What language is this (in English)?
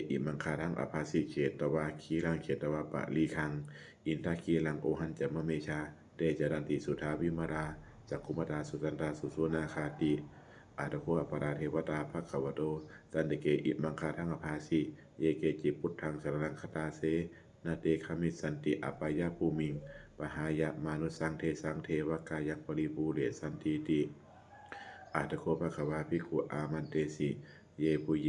Pali